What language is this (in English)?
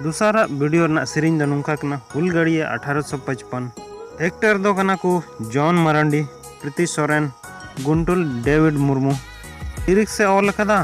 Santali